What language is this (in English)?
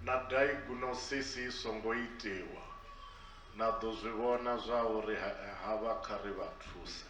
Venda